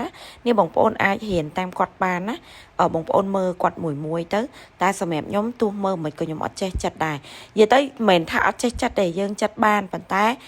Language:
Khmer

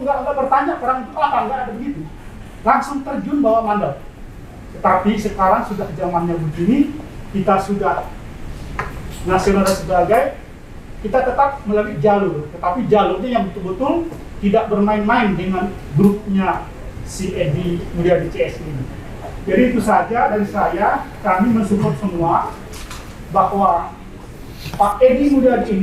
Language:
Indonesian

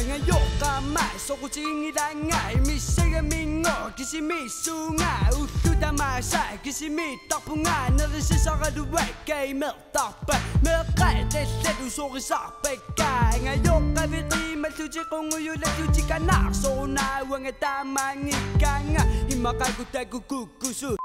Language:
Kalaallisut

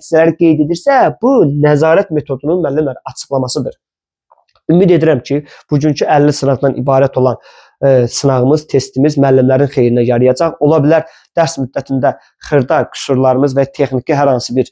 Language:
Azerbaijani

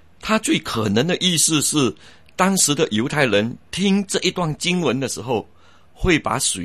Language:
Chinese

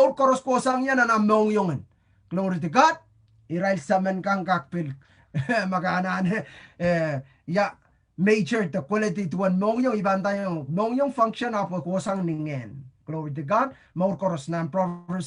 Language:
Pohnpeian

